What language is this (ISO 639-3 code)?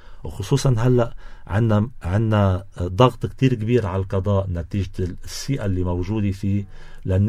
apc